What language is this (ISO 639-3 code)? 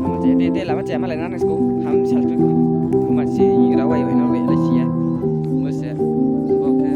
ria